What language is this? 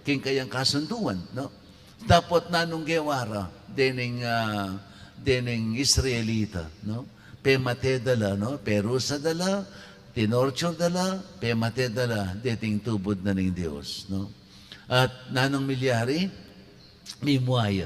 Pampanga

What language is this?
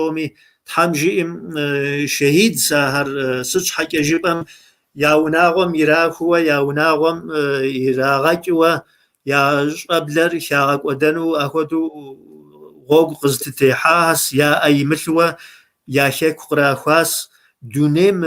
Kabardian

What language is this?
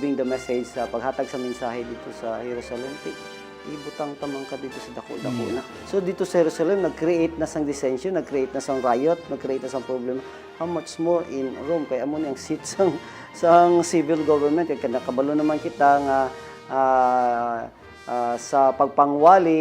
Hiligaynon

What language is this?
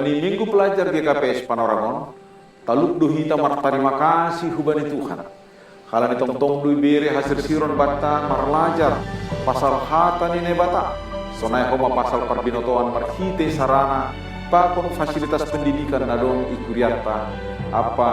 Batak Simalungun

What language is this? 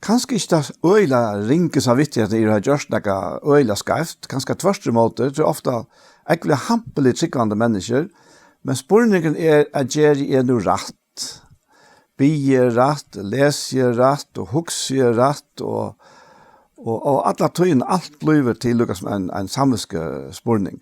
Faroese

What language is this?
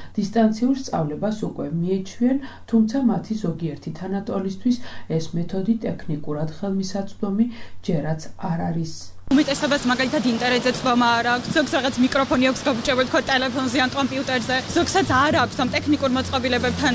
Georgian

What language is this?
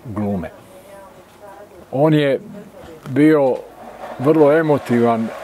Bosnian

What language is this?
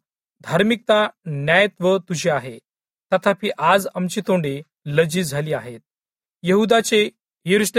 Marathi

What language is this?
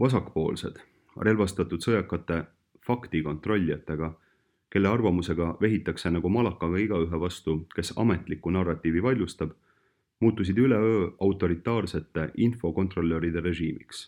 Estonian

